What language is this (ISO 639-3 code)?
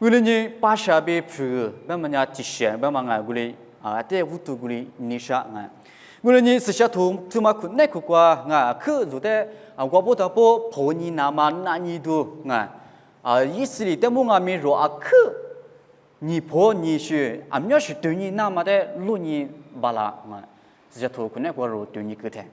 lis